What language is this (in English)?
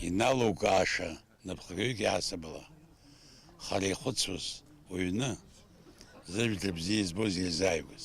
Abkhazian